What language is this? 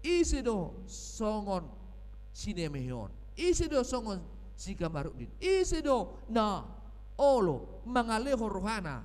Batak Toba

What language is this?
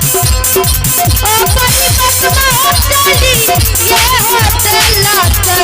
Maithili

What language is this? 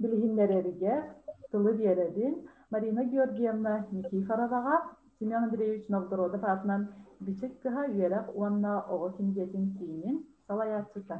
Yakut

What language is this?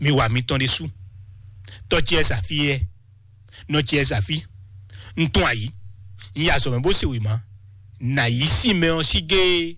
Fon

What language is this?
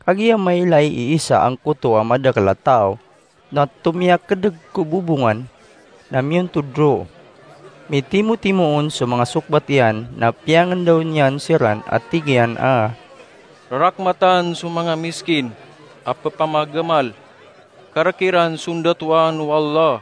Maranao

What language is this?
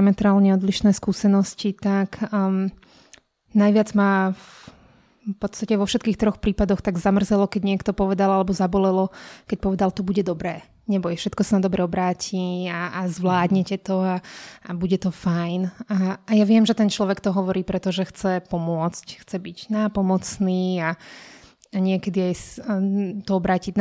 Slovak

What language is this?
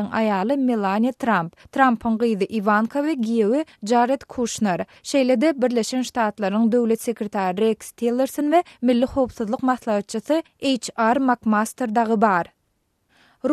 Turkmen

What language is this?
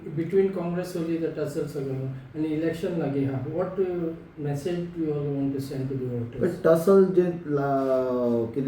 Konkani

